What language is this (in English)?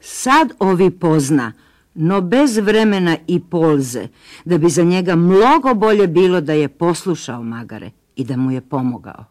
Serbian